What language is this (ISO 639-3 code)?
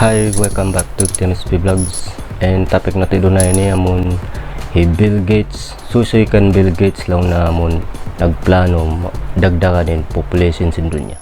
tsg